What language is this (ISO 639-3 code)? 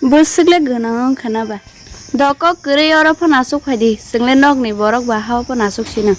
trp